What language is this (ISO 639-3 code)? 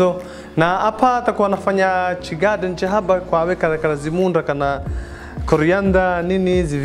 swa